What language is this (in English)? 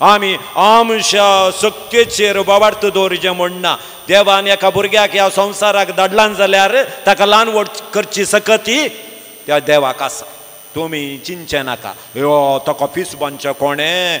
Konkani